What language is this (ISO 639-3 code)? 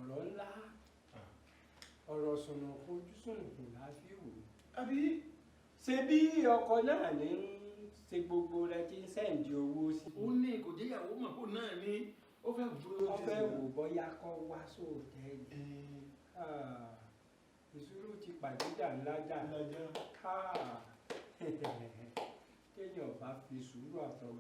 yor